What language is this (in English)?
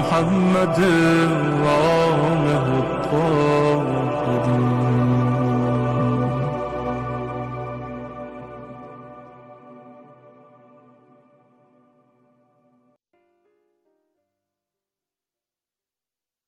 Arabic